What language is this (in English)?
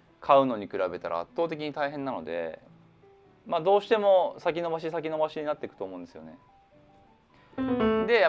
Japanese